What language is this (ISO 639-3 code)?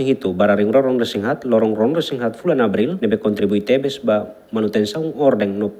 tet